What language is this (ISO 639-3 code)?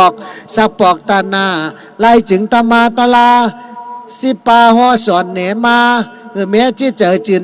shn